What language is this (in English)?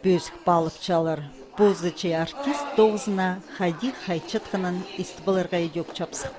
Khakas